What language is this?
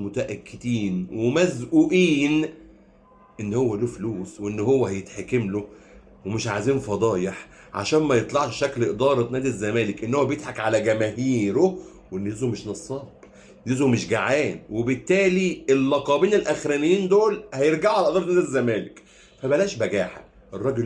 Egyptian Arabic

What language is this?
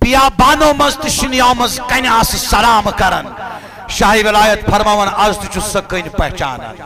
Kashmiri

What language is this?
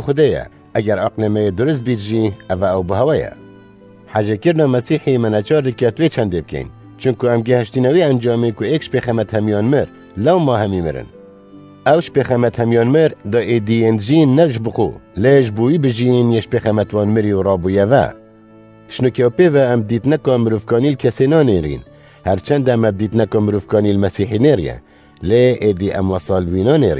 Kurdish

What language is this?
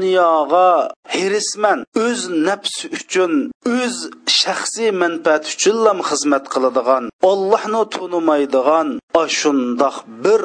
Uyghur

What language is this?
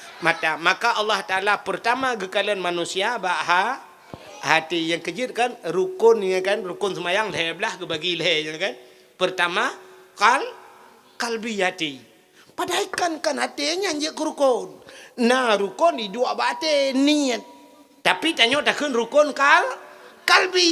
Achinese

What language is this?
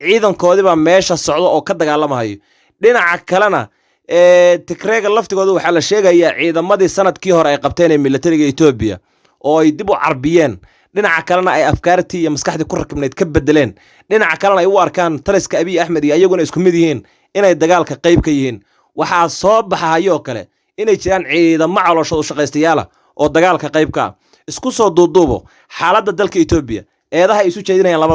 Somali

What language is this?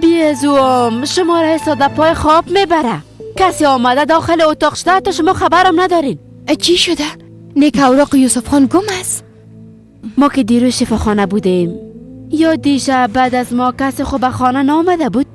Persian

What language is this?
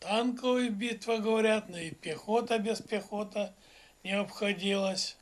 Erzya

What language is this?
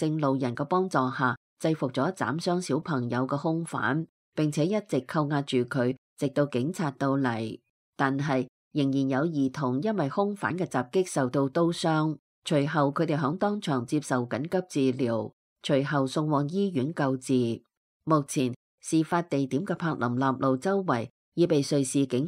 Cantonese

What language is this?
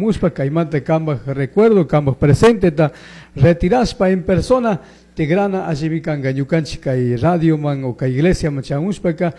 Chimborazo Highland Quichua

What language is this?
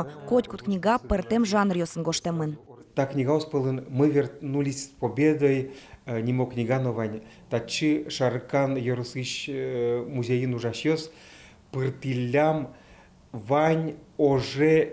Udmurt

